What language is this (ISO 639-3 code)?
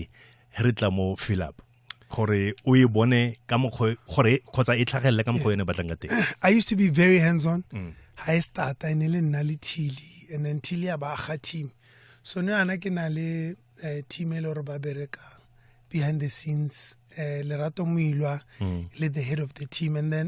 tsn